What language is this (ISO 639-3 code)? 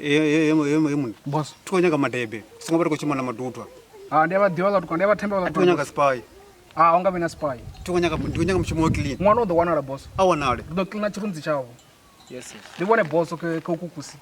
ven